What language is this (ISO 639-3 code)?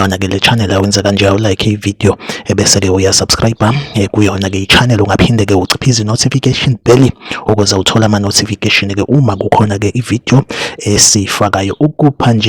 zul